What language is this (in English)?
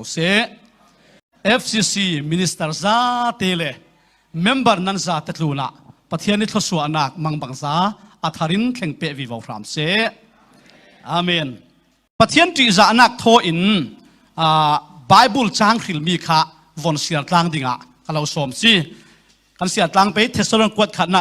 Falam Chin